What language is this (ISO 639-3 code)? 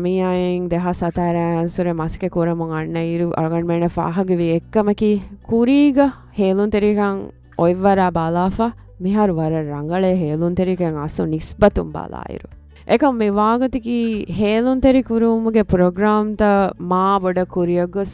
div